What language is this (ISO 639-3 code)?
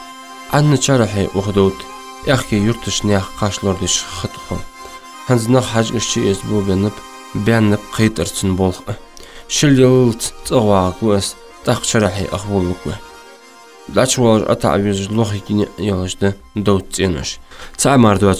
inh